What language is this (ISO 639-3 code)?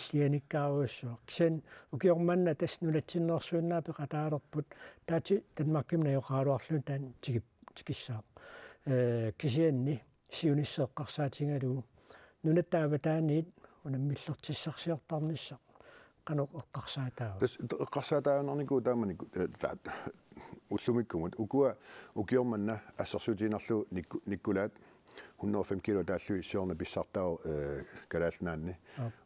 kal